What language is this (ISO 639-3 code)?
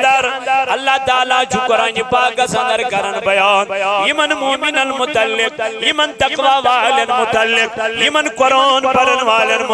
kas